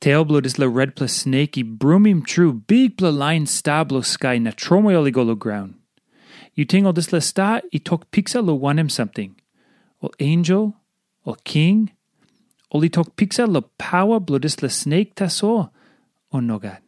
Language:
Tok Pisin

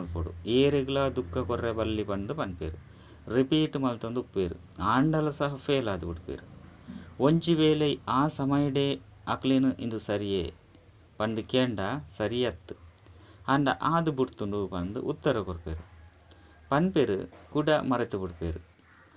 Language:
Tulu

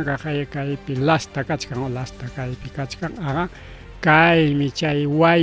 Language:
Ayacucho Quechua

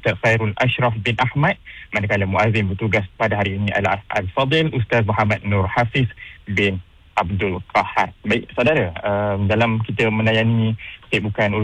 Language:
Malay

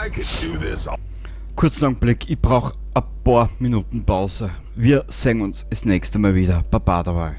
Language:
Bavarian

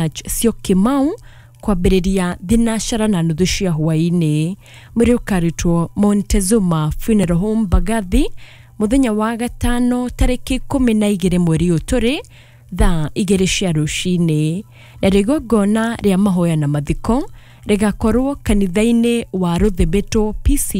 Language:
Kikuyu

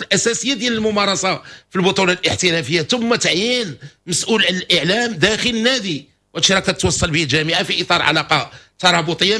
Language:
Moroccan Arabic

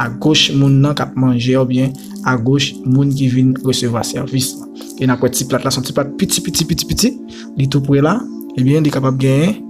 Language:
Haitian Creole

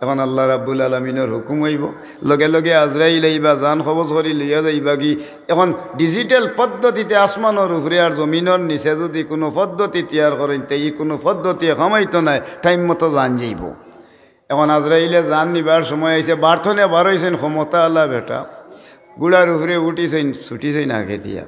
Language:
Sylheti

